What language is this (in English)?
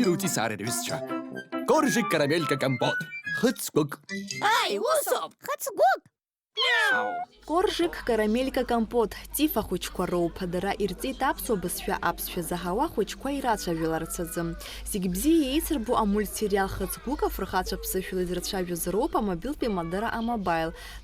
Abkhazian